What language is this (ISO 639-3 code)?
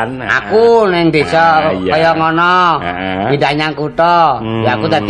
jav